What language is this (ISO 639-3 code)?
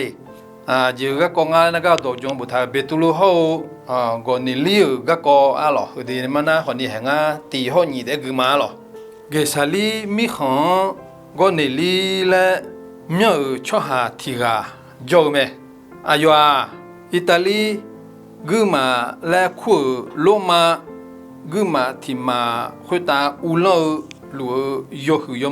ahk